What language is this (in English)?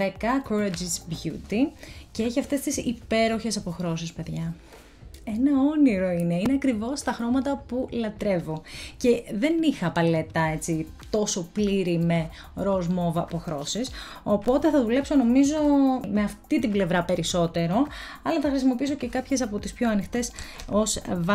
Greek